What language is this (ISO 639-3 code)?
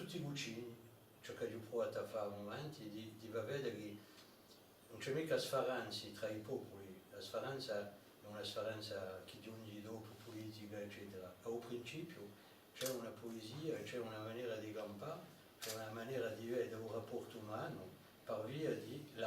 cos